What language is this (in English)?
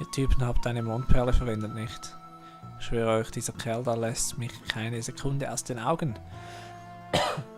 Swiss German